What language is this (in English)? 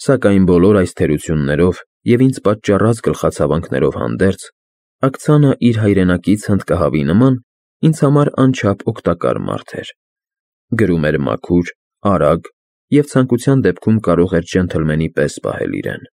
Armenian